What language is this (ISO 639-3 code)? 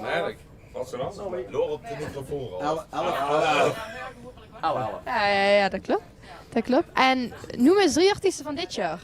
lim